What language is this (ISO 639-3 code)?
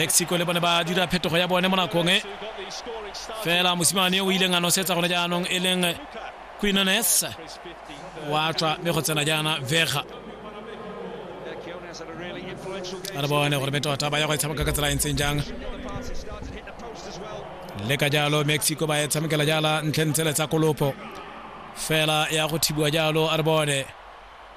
tsn